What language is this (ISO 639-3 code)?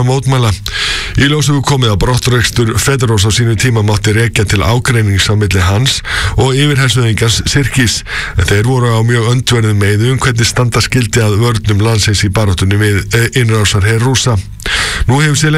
isl